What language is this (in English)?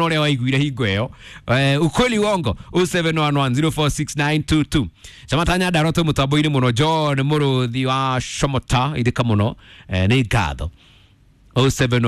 Kikuyu